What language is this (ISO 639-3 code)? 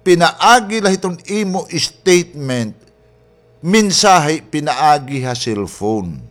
war